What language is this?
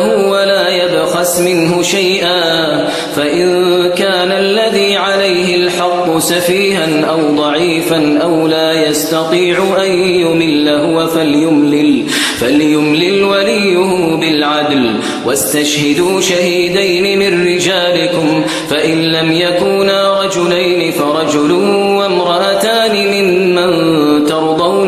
Arabic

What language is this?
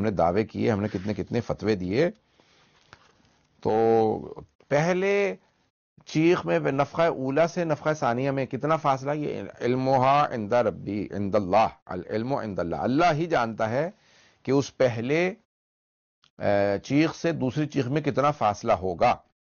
Urdu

